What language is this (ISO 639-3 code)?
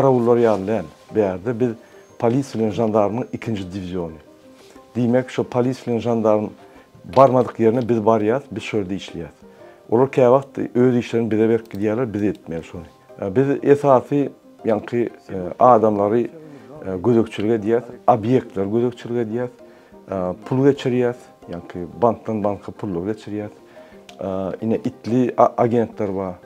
tuk